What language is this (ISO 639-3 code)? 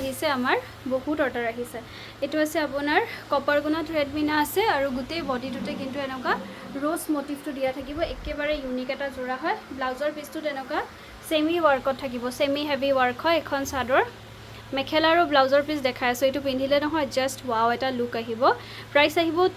asm